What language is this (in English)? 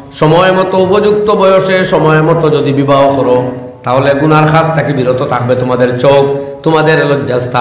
Sylheti